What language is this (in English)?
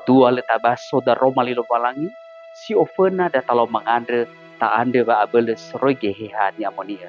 Nias